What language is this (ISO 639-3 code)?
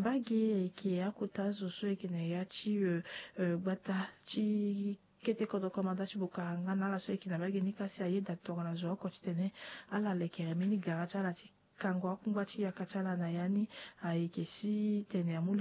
sag